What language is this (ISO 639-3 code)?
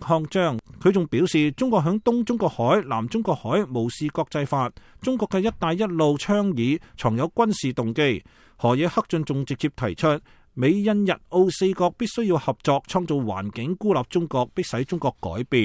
yue